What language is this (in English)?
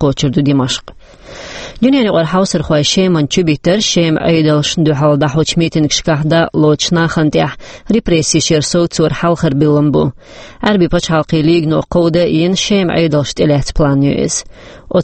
Chechen